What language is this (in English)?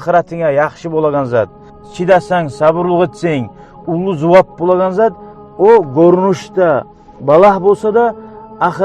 Kumyk